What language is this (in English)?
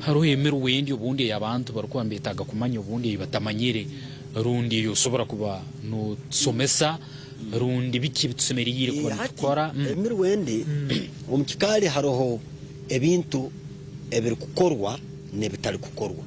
Nyankole